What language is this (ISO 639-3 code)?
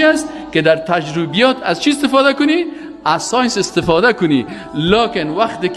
fas